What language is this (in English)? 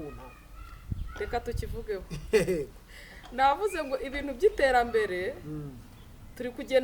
Kinyarwanda